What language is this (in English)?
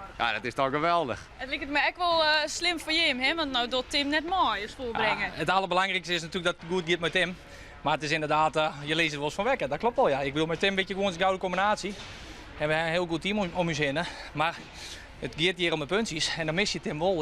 Western Frisian